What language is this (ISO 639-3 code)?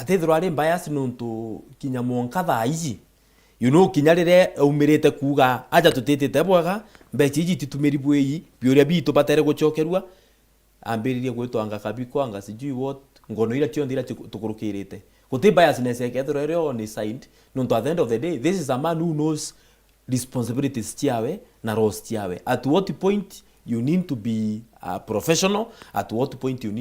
mer